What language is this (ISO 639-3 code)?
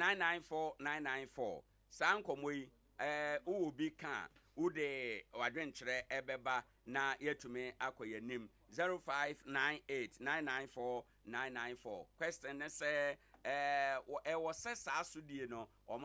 aka